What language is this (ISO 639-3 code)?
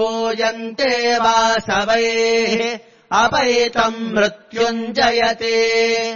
san